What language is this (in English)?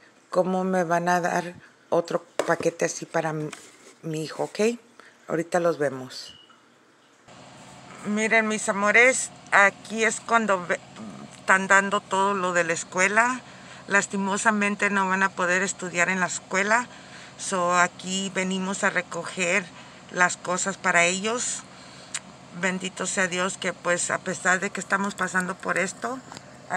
Spanish